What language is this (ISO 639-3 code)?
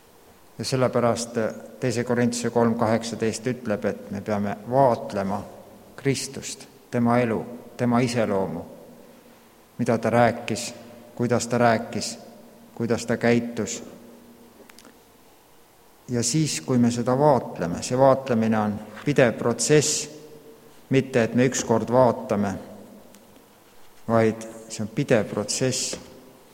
est